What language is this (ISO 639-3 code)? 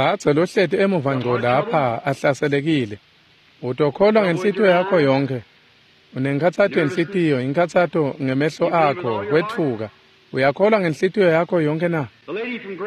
ssw